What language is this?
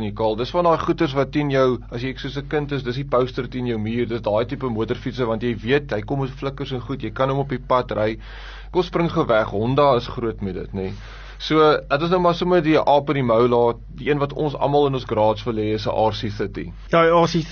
Afrikaans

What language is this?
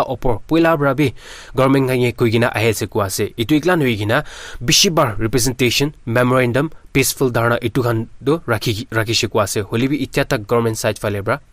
Naga Pidgin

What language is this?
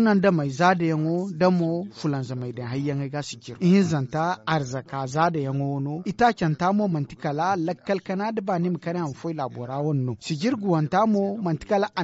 Zarma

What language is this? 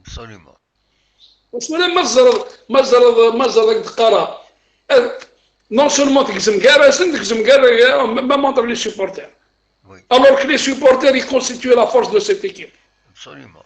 Kabyle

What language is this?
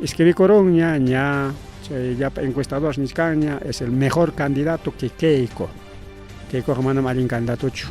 Ayacucho Quechua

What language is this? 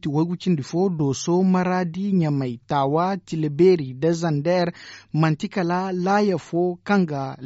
Zarma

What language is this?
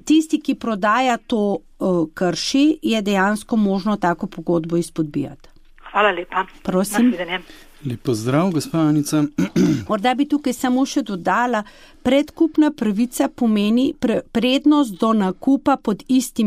Slovenian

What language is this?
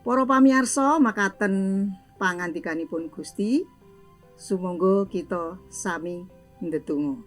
Javanese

